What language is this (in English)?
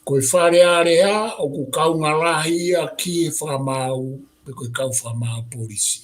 Tongan